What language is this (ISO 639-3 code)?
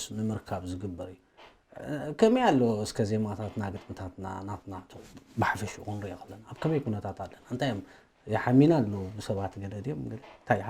tir